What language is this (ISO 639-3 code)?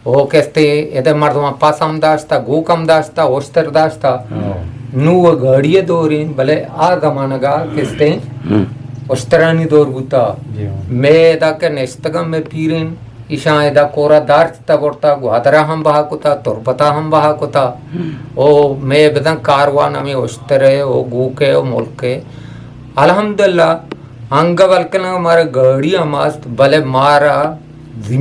bgp